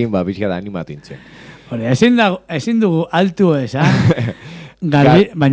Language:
Basque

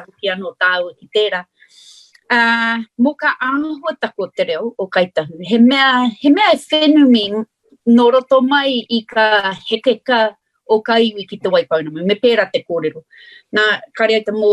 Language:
Māori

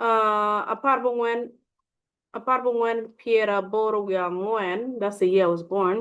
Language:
Acoli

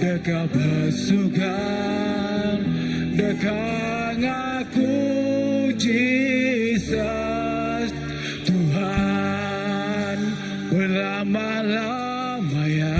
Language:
Iban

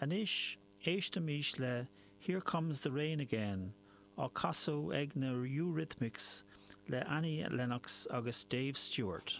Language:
Irish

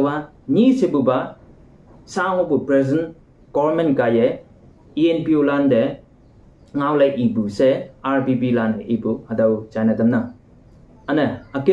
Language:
Konyak Naga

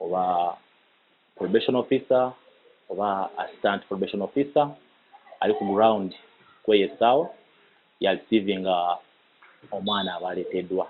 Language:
Ganda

